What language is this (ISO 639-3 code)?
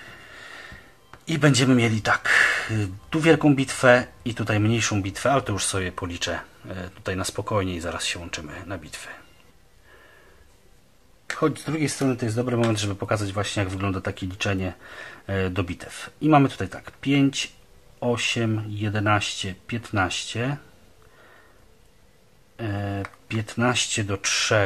pol